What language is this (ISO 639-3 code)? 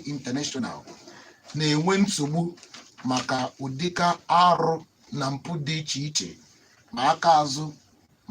ibo